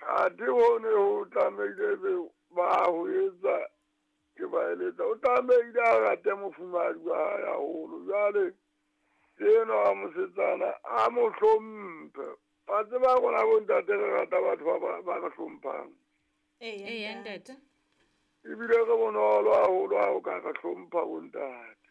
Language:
Southern Sotho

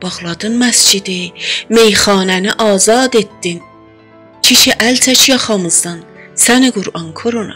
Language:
South Azerbaijani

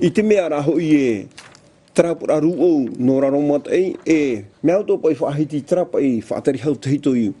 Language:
Tahitian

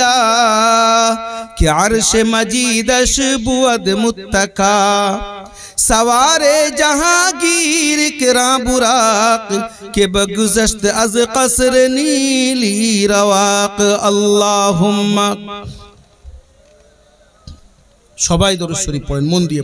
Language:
Bangla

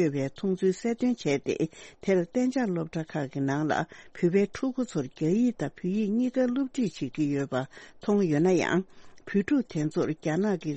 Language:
Tibetan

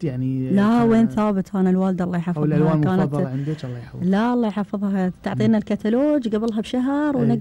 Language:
Gulf Arabic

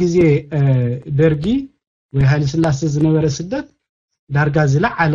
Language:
Tigrinya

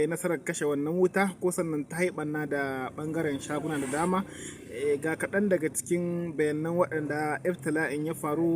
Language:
Hausa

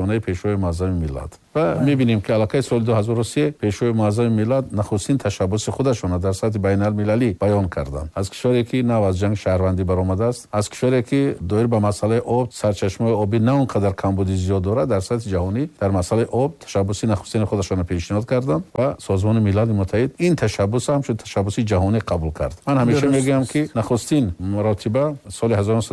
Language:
Tajik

